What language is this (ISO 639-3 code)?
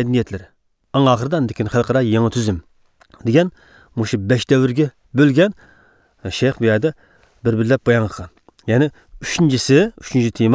uig